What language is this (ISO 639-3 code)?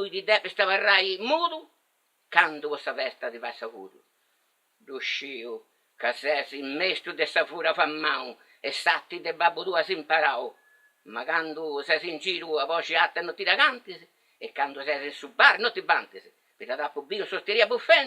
srd